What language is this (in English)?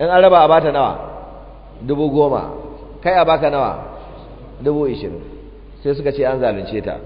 Hausa